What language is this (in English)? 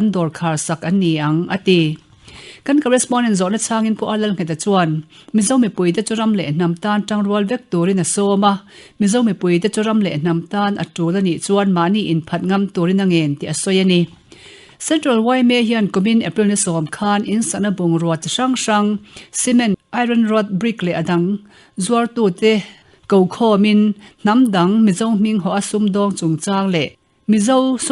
Mizo